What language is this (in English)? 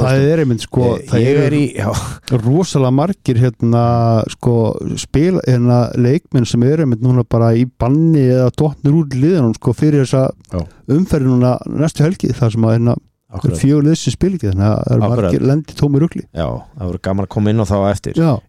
Icelandic